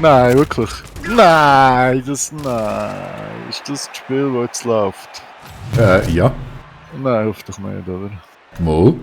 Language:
Swiss German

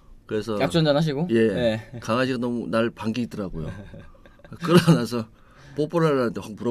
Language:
Korean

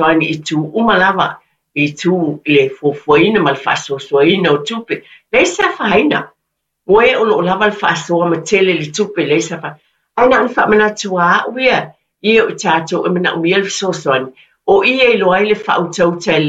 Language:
Samoan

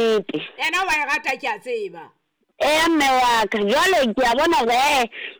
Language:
Southern Sotho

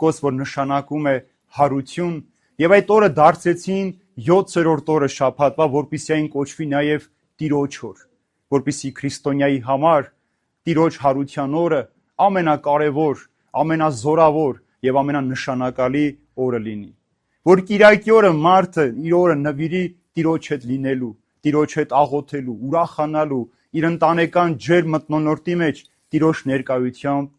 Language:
Armenian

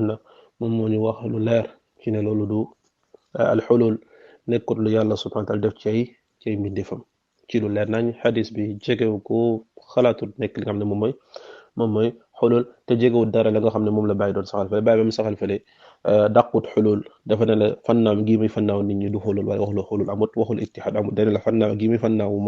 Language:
Wolof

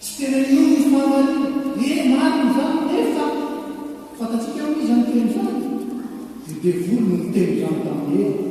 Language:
Malagasy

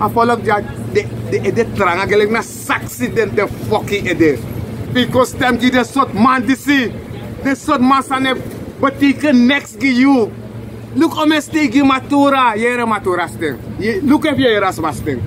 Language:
Sranan Tongo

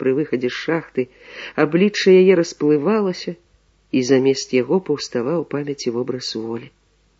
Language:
Belarusian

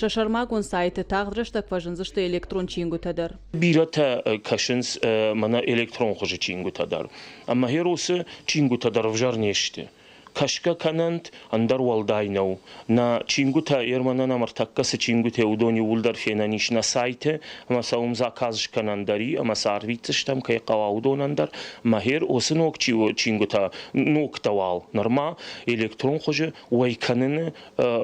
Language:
Ossetic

